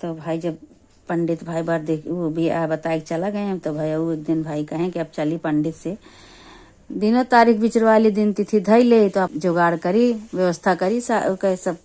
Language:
Awadhi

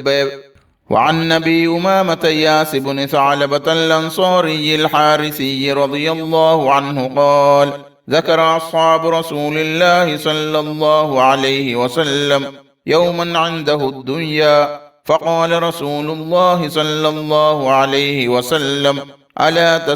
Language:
Divehi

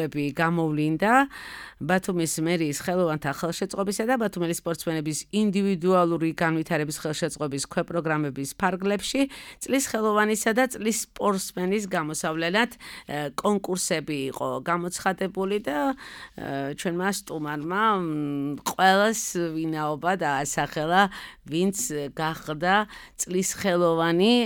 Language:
Georgian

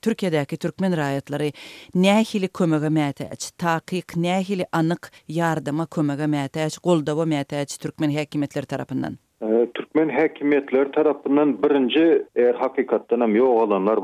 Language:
Turkmen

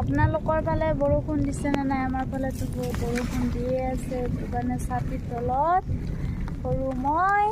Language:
Assamese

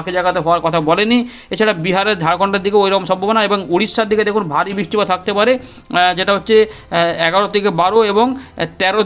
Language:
Bangla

